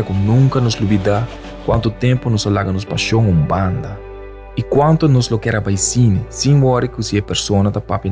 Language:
Papiamento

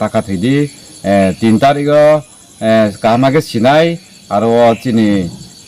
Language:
Riang (India)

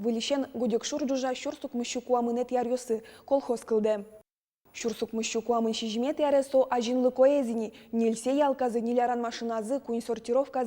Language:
Udmurt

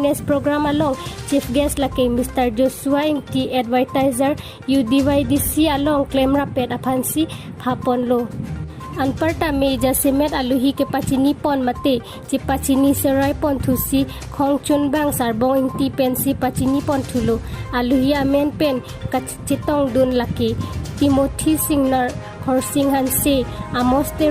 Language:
Karbi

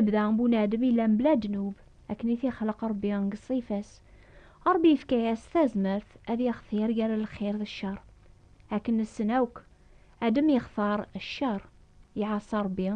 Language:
Kabyle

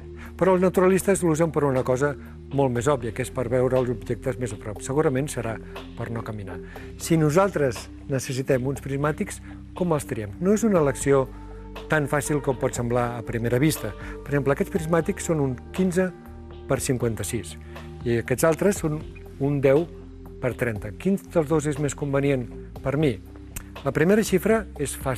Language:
Catalan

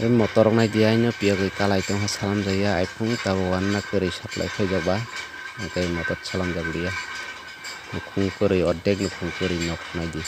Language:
Kok Borok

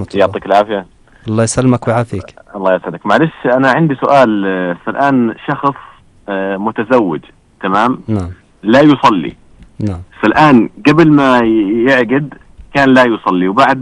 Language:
North Levantine Arabic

